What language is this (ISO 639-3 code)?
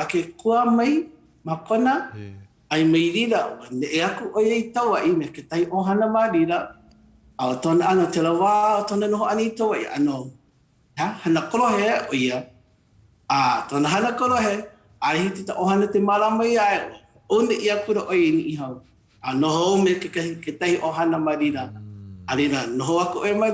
haw